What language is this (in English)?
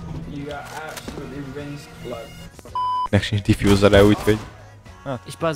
Hungarian